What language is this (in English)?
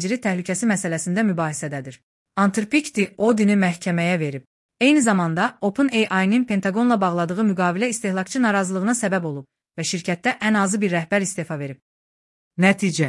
Azerbaijani